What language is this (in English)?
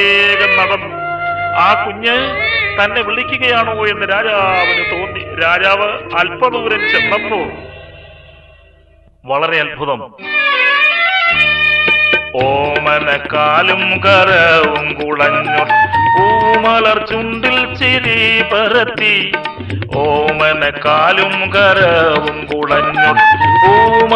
Malayalam